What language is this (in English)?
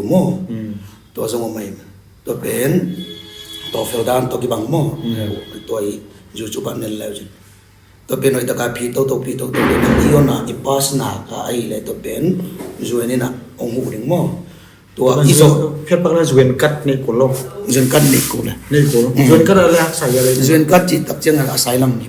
Tedim Chin